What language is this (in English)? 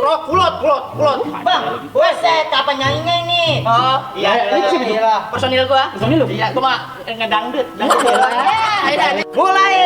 Betawi